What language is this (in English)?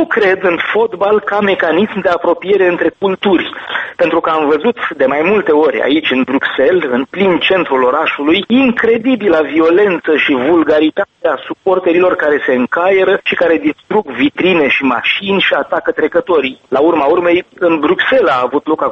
Romanian